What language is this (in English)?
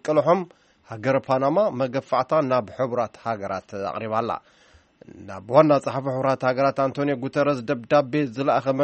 Tigrinya